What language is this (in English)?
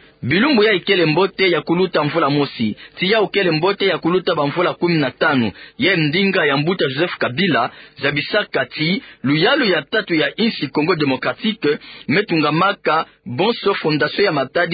Kituba (Democratic Republic of Congo)